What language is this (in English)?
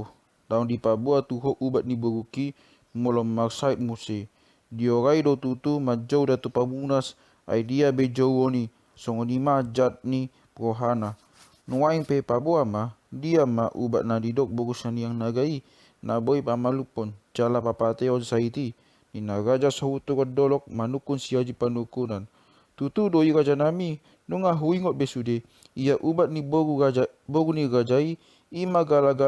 Batak Toba